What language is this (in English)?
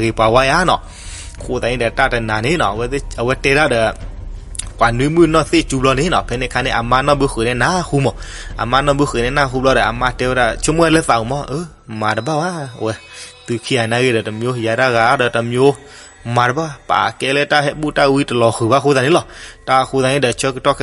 S'gaw Karen